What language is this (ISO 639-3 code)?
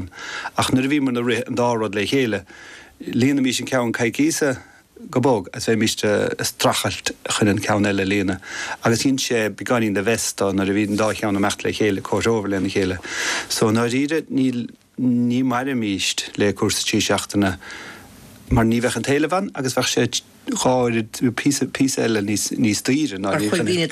gle